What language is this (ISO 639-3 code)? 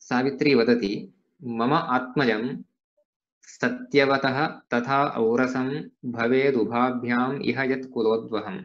san